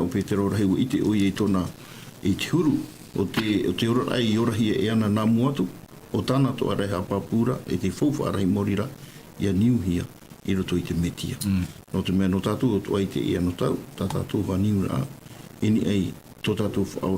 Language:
Tahitian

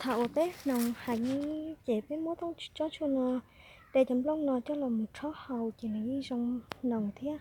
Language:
Hmong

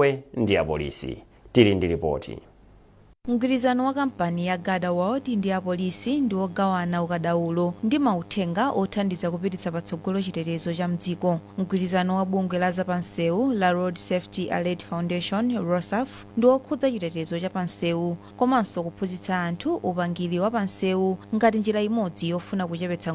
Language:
Nyanja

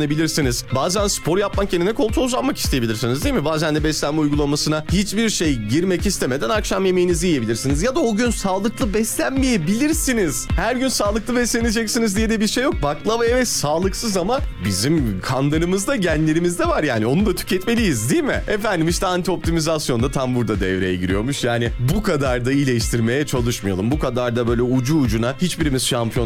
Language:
Turkish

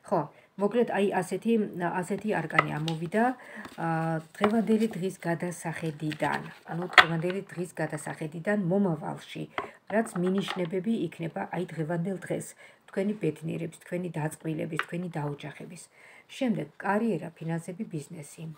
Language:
Georgian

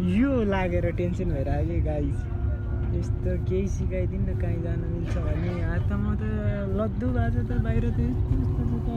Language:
Nepali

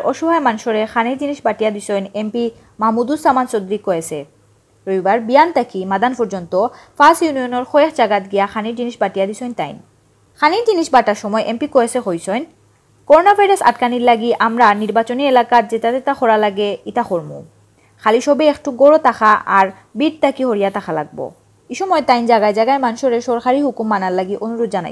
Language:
Sylheti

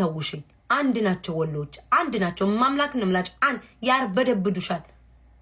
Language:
Amharic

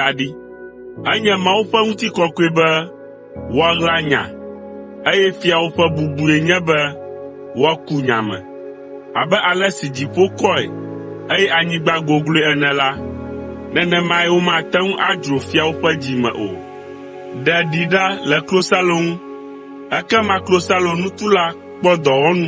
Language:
Ewe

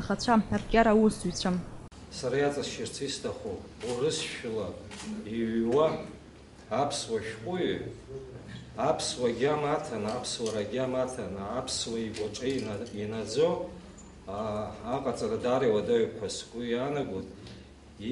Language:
Abkhazian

